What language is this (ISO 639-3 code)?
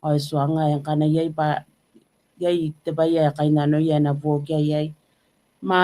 gil